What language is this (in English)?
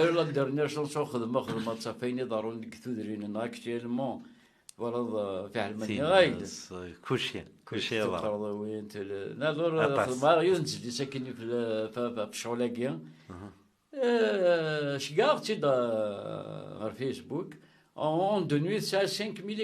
Kabyle